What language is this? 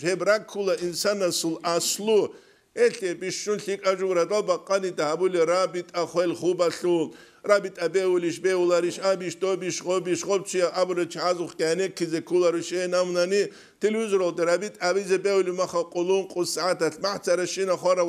Avaric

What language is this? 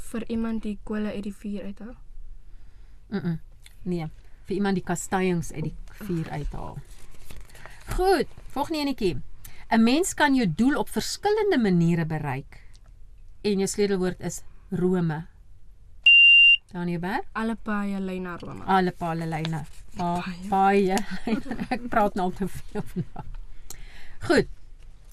Afrikaans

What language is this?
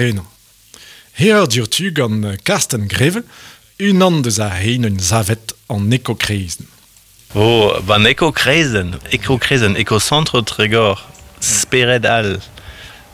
Breton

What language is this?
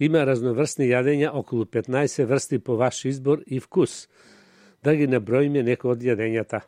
Macedonian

